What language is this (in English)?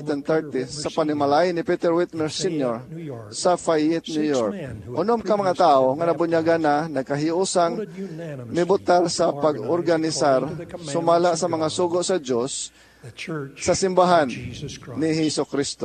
Cebuano